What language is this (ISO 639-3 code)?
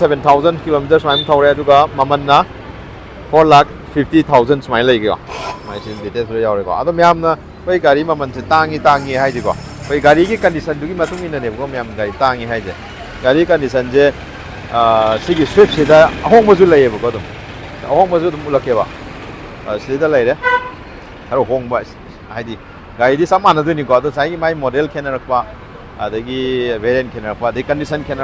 mni